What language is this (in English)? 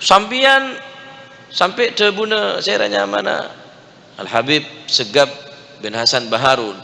Madurese